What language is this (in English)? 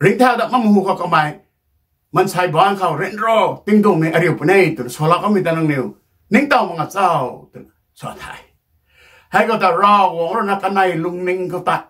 Rongmei Naga